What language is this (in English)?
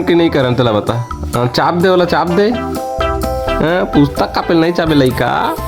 Chhattisgarhi